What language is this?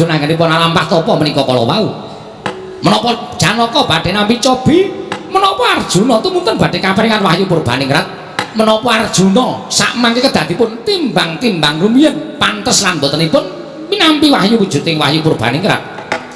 Javanese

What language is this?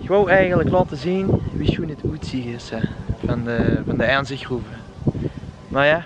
Limburgish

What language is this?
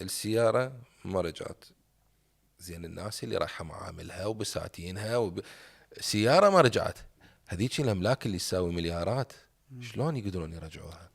Mesopotamian Arabic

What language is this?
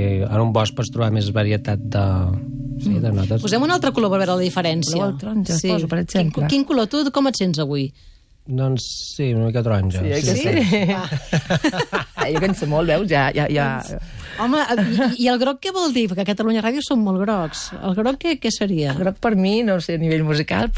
Catalan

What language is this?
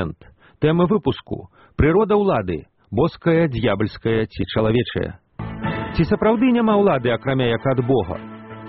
Belarusian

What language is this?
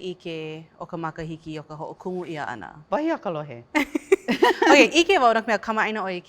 Hawaiian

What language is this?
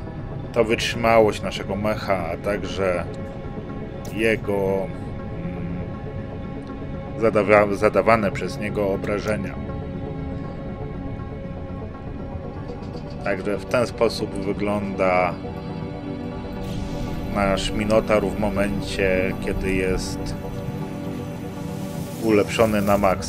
Polish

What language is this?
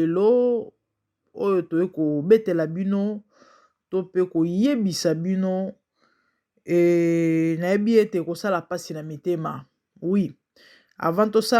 Lingala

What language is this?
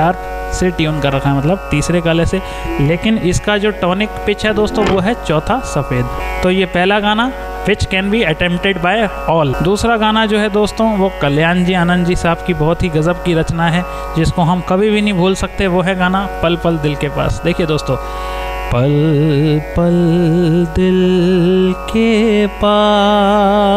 Hindi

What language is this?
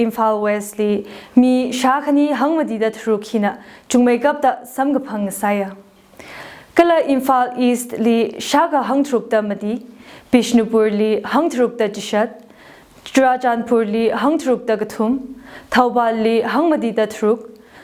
Tangkhul Naga (India)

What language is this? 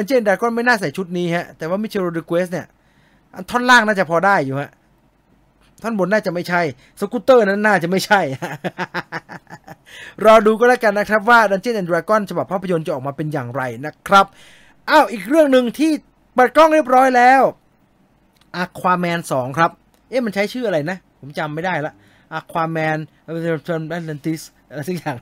Thai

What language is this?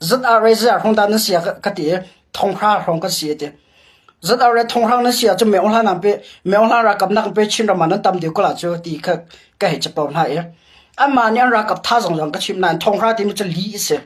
Hakha Chin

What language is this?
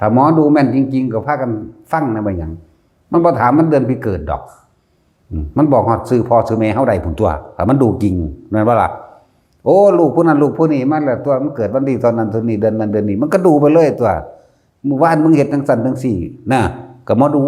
Northeastern Thai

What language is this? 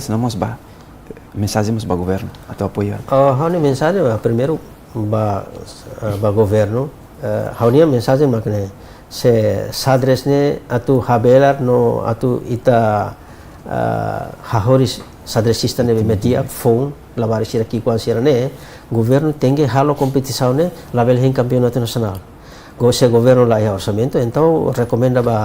Tetum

